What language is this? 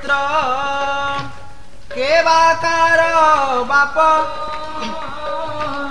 Odia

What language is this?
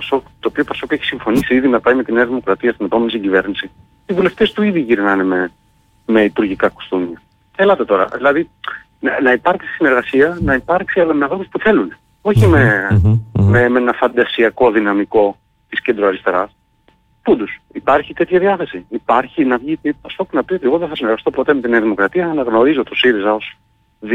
Greek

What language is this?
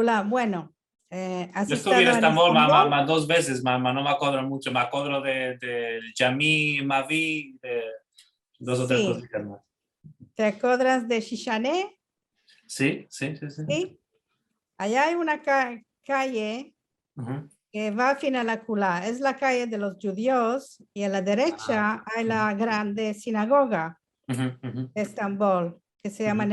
Ladino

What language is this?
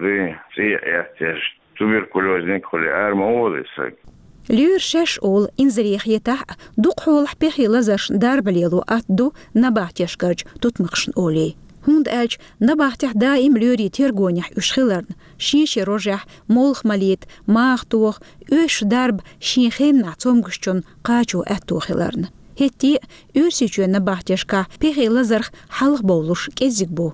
Chechen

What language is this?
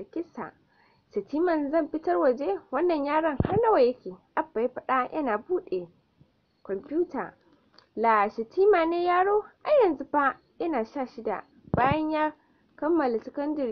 Hausa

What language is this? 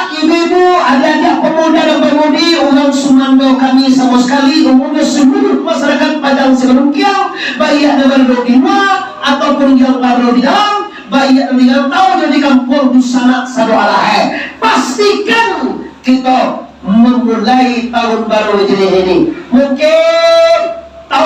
Minangkabau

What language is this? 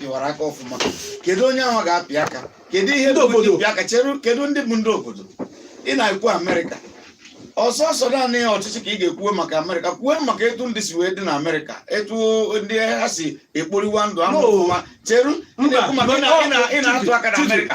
Igbo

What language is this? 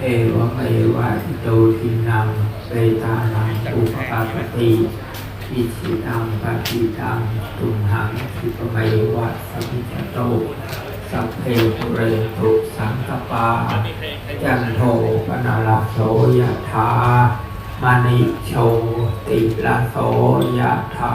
Pali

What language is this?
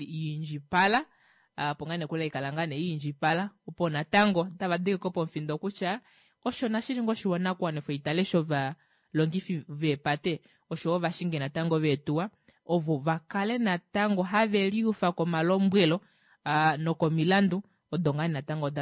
Kuanyama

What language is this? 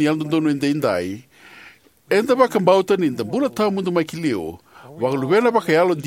Fijian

